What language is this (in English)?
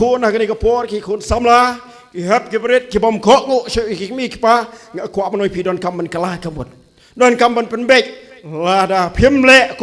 Khasi